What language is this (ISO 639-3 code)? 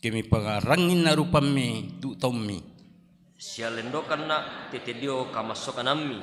sda